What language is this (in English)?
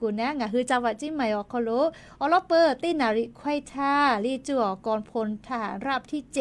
Lahu